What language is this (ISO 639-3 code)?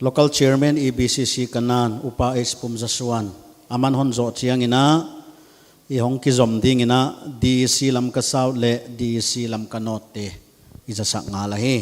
pck